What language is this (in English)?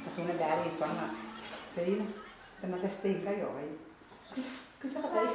Gilbertese